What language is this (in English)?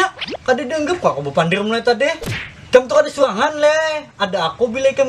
Banjar